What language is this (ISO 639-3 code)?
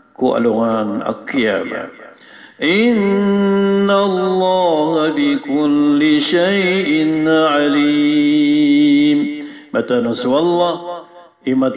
mrw